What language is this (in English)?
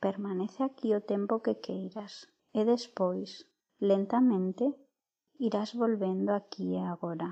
Galician